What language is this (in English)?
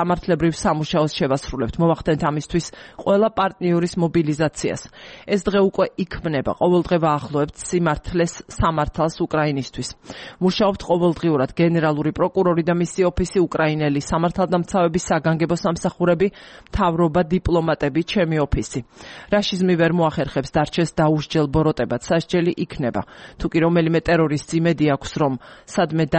Georgian